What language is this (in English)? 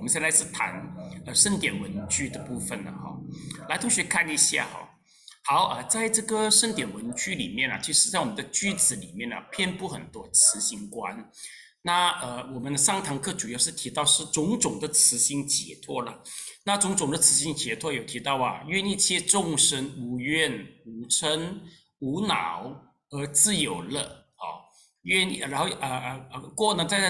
Chinese